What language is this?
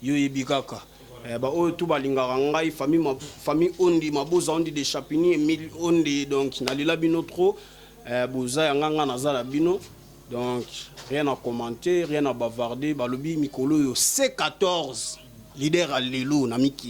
Lingala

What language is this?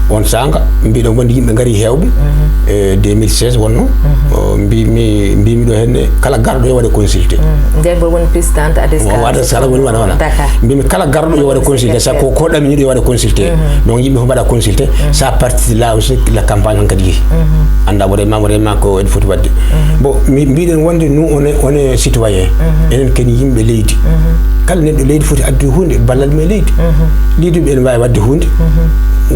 Fula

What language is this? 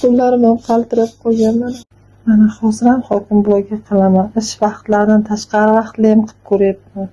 Uzbek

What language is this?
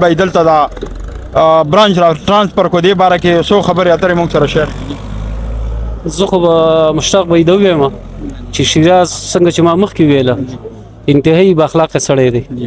Pashto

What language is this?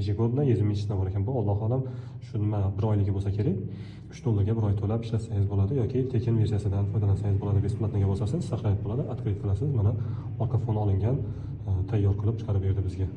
Uzbek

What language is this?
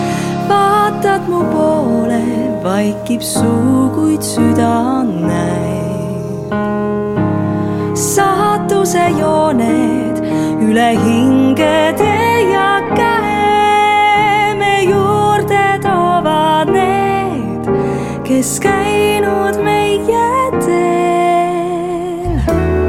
Estonian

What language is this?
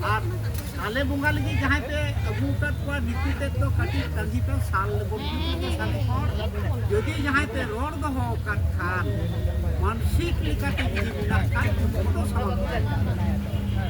Santali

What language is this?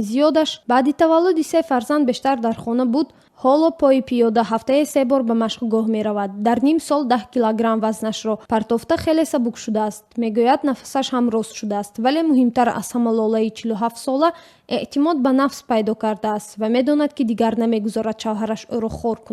Tajik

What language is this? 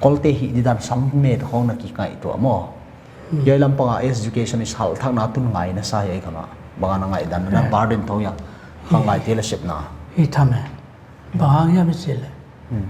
Paite Chin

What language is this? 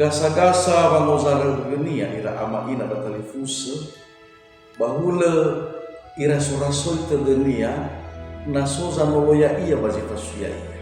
Nias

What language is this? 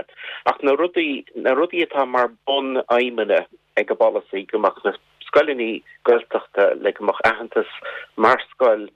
Irish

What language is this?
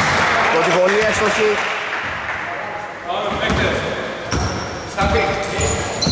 Greek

